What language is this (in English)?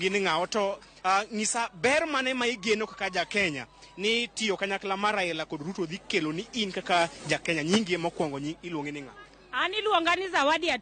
Luo (Kenya and Tanzania)